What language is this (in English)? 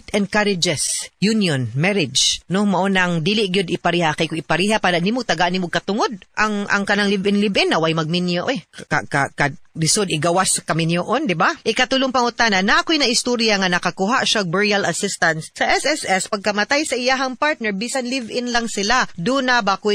Cebuano